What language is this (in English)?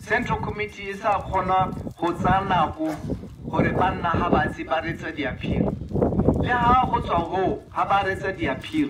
Tswana